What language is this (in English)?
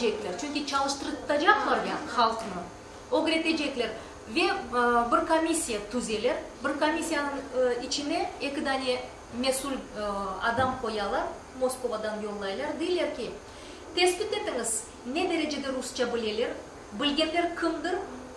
Crimean Tatar